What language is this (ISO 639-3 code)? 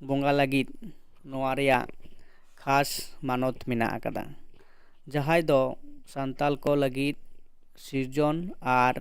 sat